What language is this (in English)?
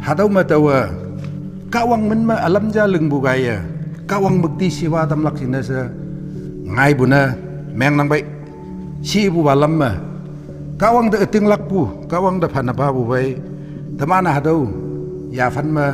Konyak Naga